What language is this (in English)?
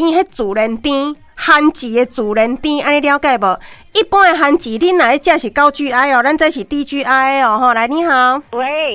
Min Nan Chinese